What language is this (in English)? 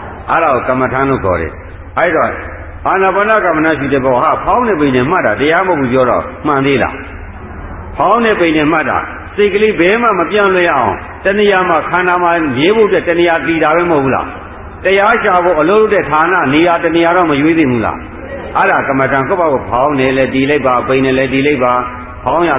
Burmese